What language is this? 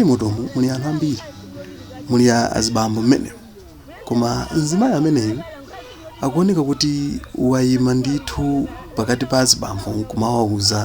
Nyanja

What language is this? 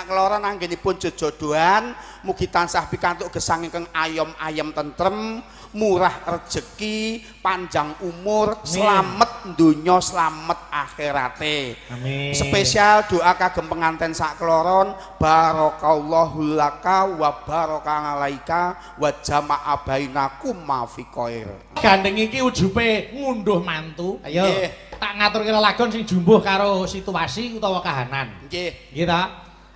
Javanese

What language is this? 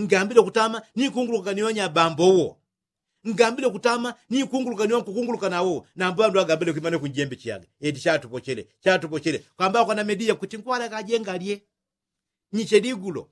Yao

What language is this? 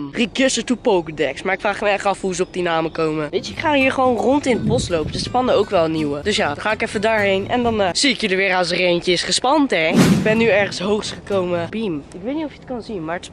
Dutch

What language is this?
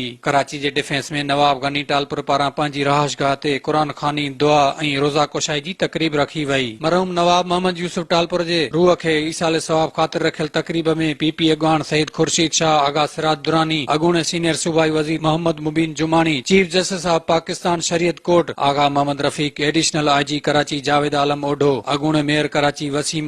Sindhi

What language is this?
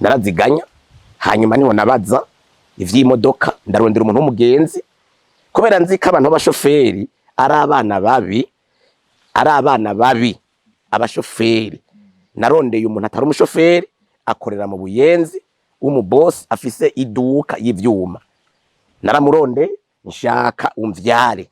Rundi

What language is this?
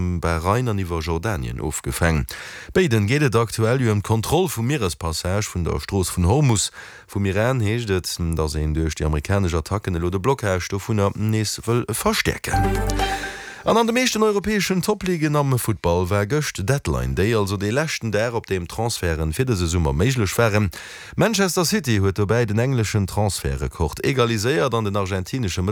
Luxembourgish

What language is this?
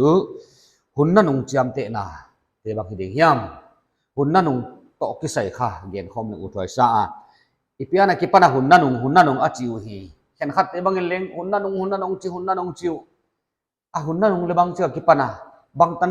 Paite Chin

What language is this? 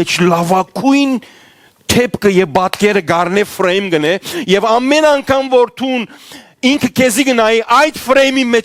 Western Armenian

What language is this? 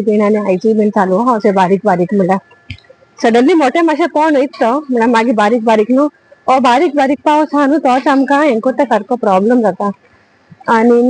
Konkani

